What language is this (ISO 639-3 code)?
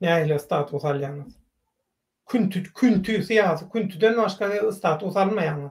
tuk